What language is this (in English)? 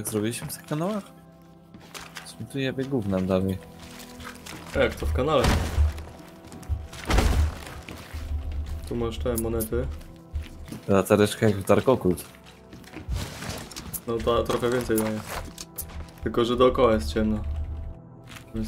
Polish